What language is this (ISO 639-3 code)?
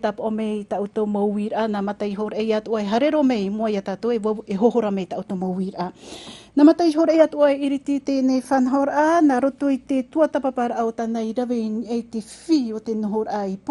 tah